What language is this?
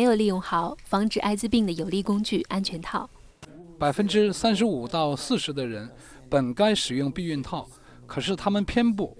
Chinese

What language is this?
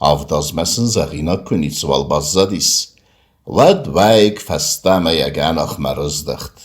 Ossetic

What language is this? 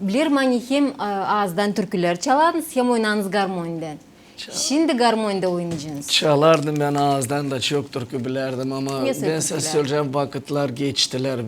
Gagauz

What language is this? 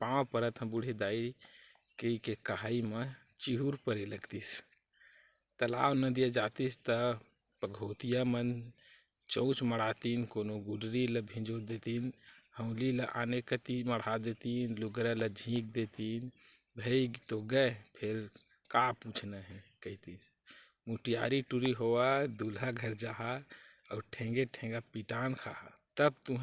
Chhattisgarhi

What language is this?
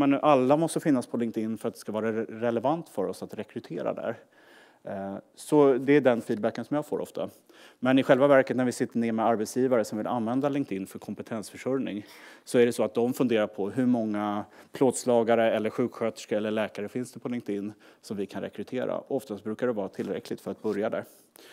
Swedish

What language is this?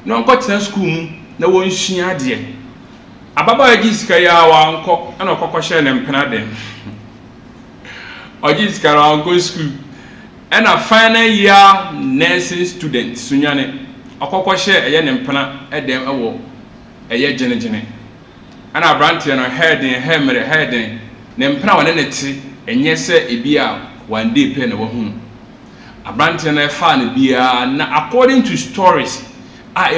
Akan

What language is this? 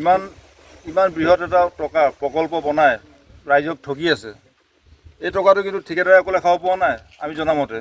Assamese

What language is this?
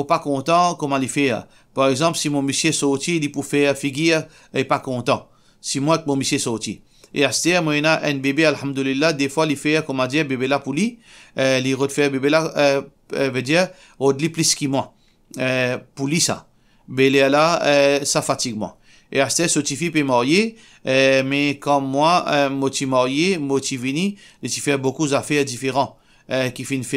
Morisyen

